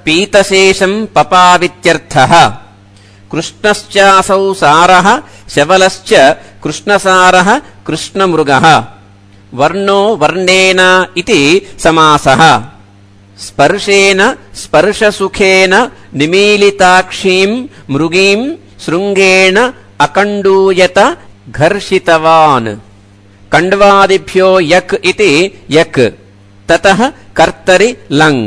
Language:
Sanskrit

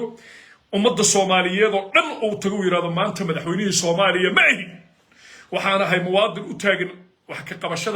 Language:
Somali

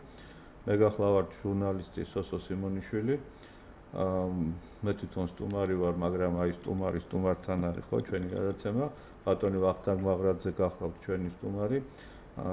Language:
Georgian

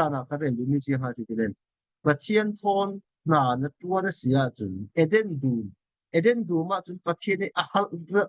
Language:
Falam Chin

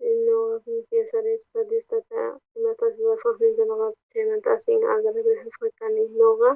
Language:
South Bolivian Quechua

